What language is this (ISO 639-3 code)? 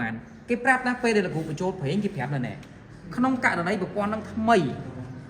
khm